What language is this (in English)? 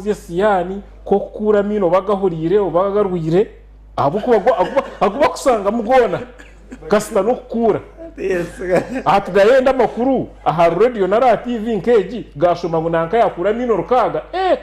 Nyankole